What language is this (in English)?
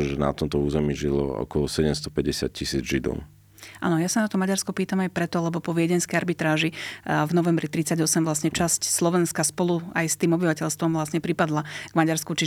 Slovak